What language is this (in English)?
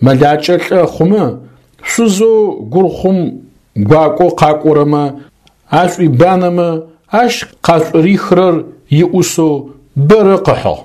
Adyghe